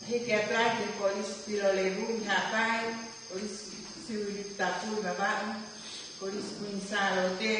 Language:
Tongan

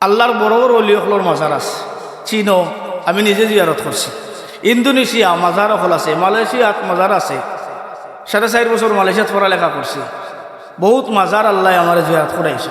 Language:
Sylheti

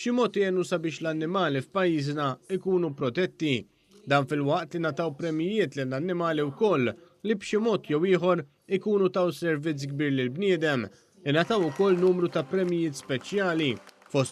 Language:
Maltese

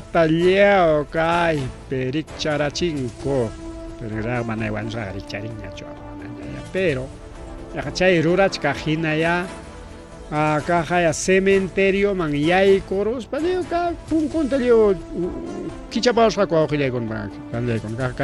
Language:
Ayacucho Quechua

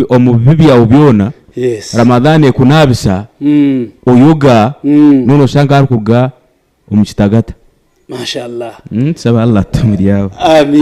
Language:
Nyankole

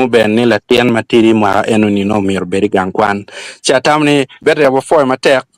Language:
Acoli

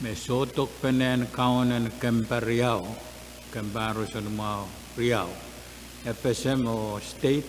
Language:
Pohnpeian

